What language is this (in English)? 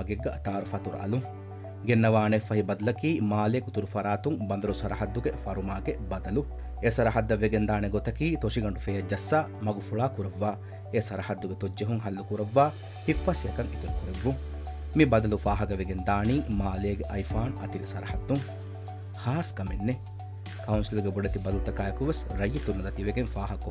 Divehi